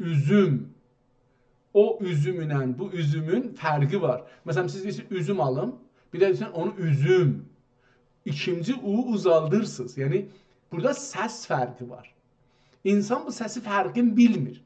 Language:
South Azerbaijani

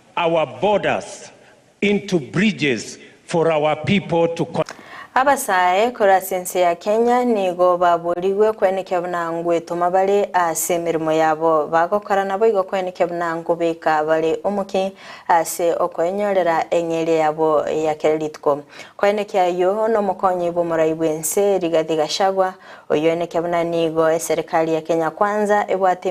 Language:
Gusii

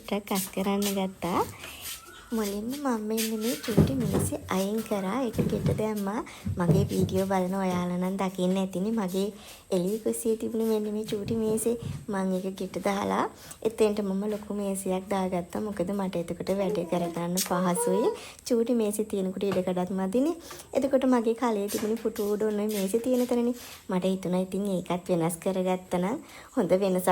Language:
Sinhala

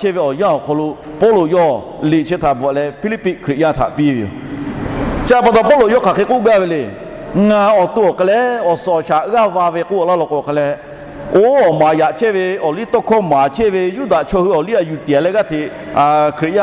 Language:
Lahu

